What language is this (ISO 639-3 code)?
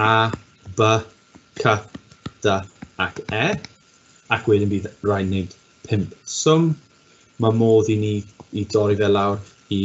cym